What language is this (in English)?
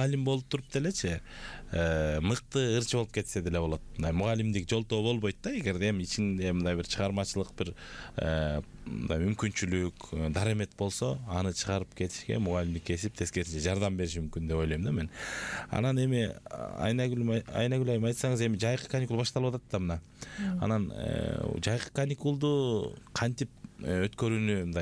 Kyrgyz